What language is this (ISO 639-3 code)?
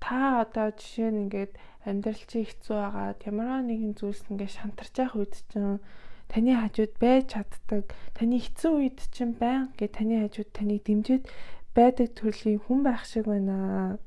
mon